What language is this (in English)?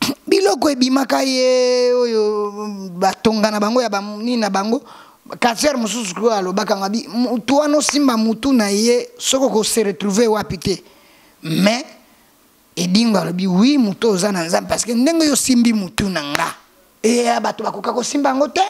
Lingala